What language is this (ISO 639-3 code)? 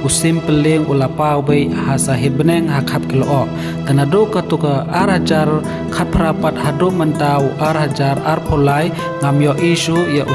kha